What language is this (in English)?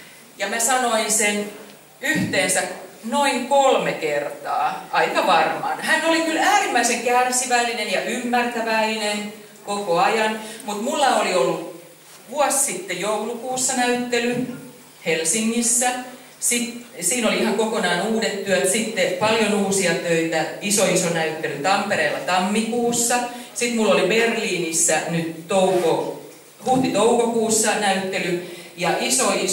Finnish